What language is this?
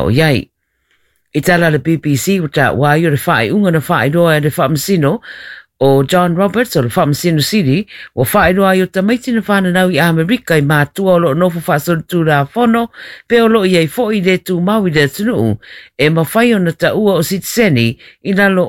Samoan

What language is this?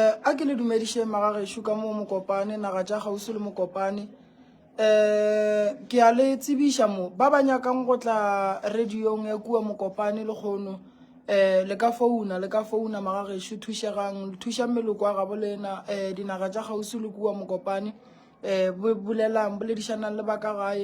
Northern Sotho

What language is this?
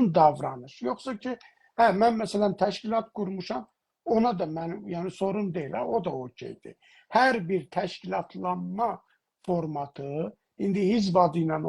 South Azerbaijani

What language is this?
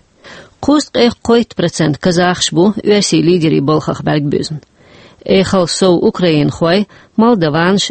Chechen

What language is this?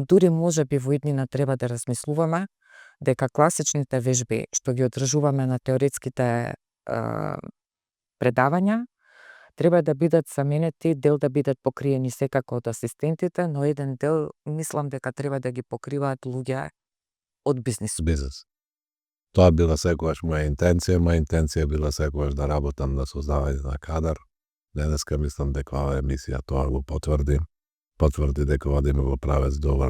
Macedonian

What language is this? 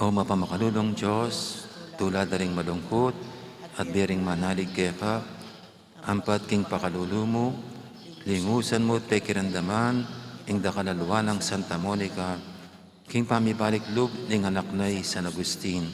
Pampanga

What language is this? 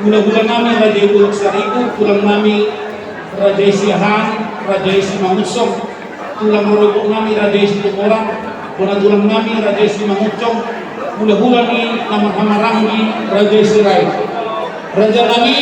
Batak Toba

